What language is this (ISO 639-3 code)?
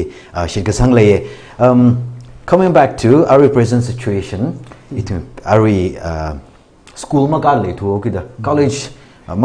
nmf